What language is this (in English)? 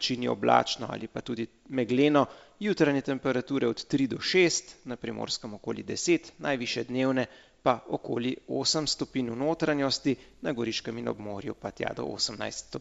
Slovenian